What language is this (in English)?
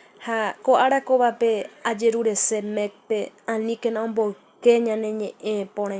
Guarani